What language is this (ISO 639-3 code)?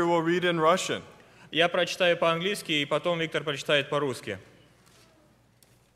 rus